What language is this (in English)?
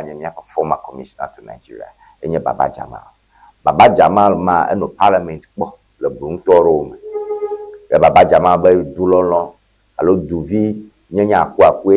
Ewe